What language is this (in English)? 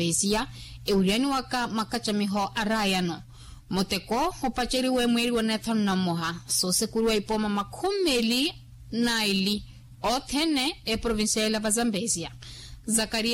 Makhuwa